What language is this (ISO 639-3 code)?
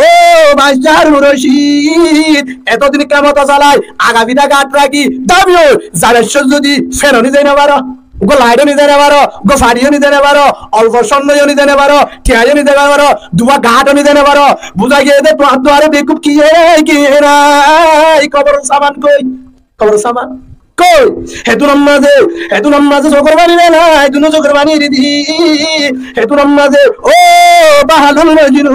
rhg